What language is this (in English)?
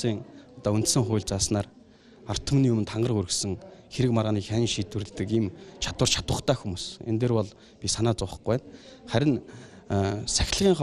Mongolian